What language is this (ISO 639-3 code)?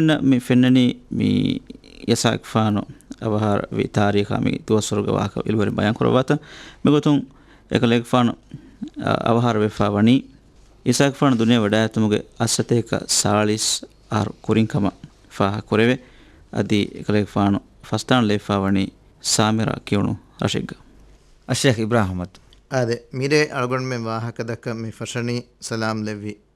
div